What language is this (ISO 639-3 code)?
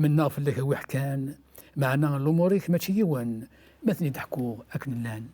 kab